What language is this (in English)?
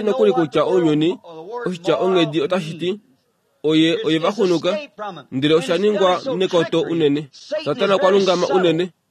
Kuanyama